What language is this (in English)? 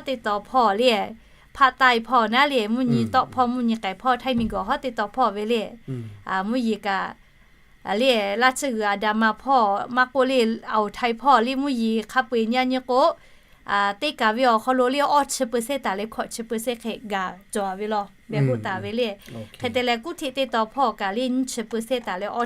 Lahu